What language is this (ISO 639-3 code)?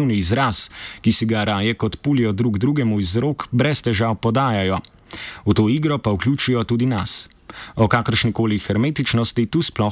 slv